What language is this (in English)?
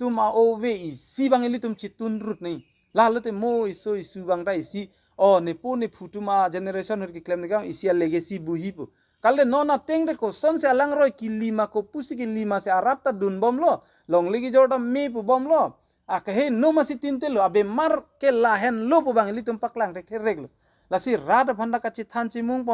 Karbi